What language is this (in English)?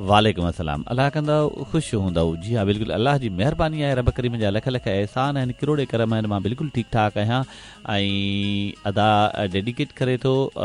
Sindhi